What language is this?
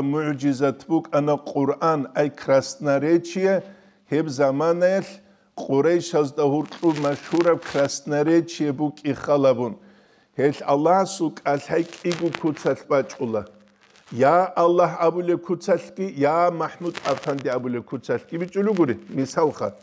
Avaric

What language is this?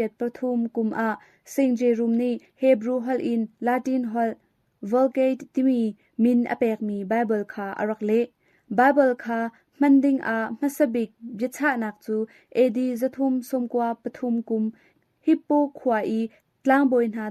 Hakha Chin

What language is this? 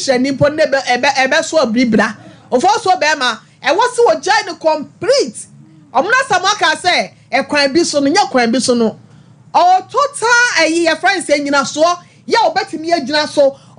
Akan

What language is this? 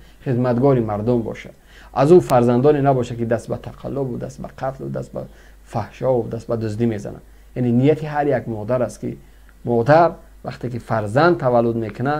Tajik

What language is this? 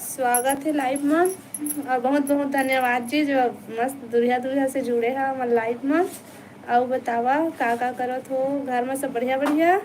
Chhattisgarhi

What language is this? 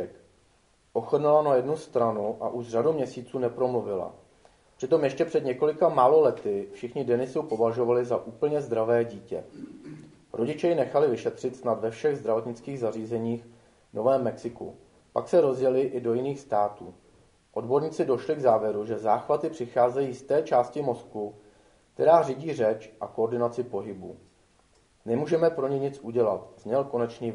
Czech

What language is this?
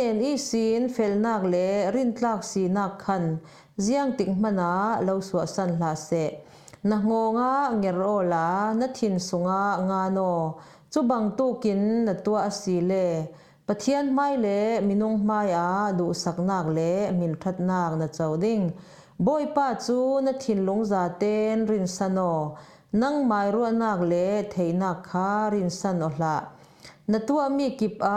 Falam Chin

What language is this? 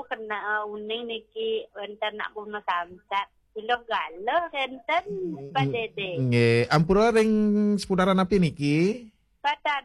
Balinese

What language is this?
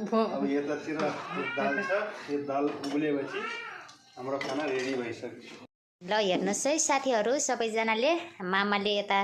Nepali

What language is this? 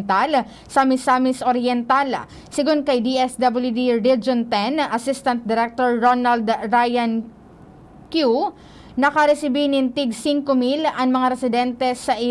Bikol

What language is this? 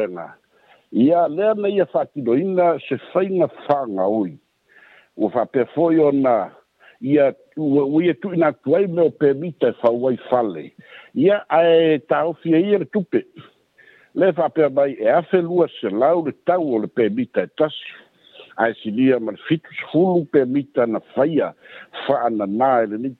Samoan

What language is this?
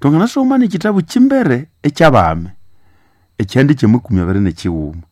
Nande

